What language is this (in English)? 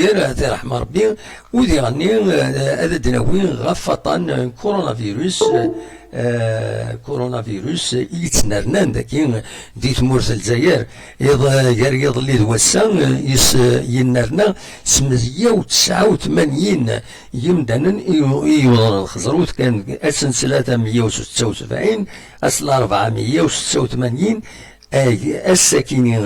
Kabyle